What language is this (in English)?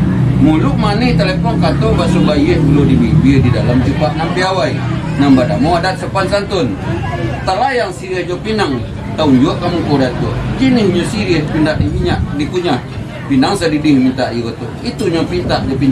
Minangkabau